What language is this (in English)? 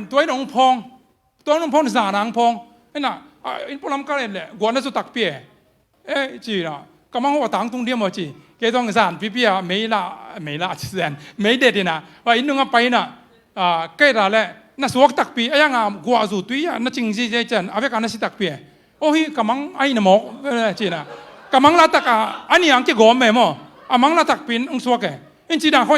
Tedim Chin